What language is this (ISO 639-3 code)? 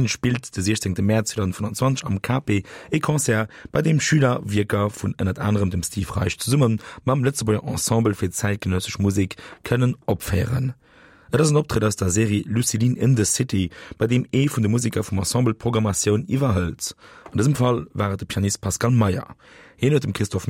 ltz